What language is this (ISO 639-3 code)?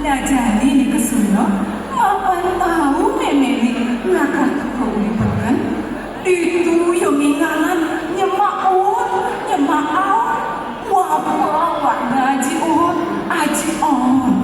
ban